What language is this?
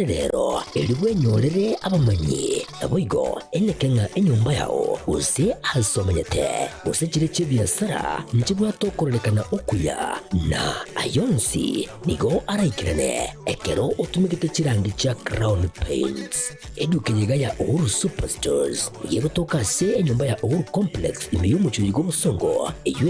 Gusii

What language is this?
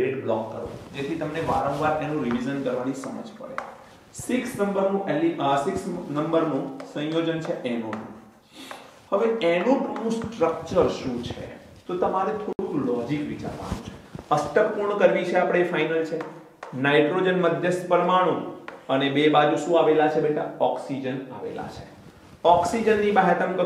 Gujarati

